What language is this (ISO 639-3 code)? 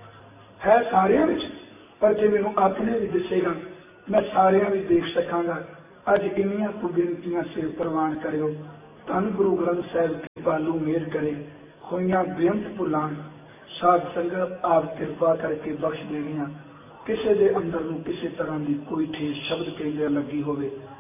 pan